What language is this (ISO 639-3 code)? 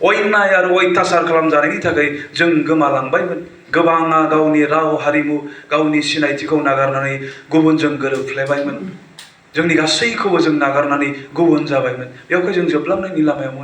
brx